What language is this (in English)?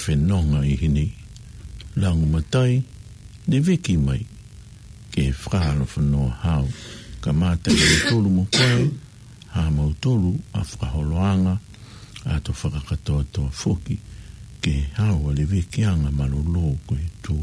Tongan